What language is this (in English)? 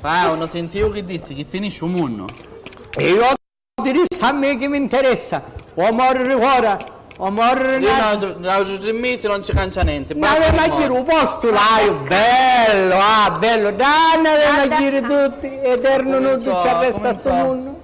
Sicilian